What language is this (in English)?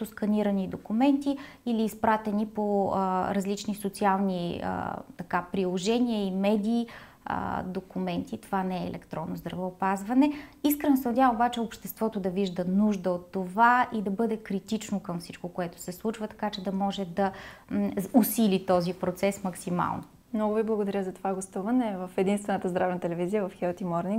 Bulgarian